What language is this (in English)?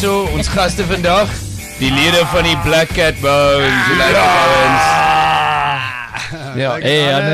Afrikaans